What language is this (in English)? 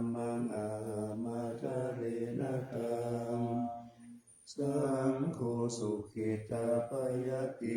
Pali